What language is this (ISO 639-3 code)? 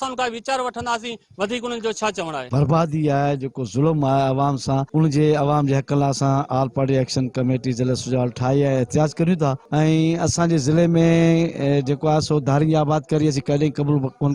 snd